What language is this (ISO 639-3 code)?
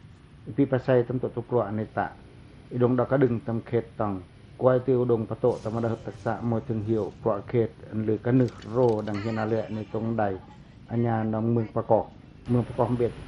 pac